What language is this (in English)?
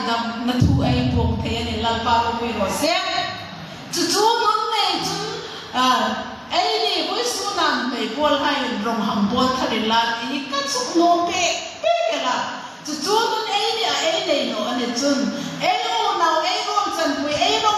Hmar